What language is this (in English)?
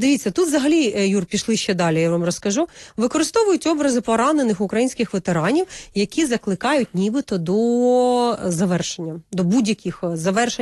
Ukrainian